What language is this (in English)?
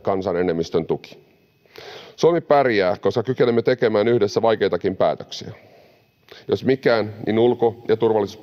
Finnish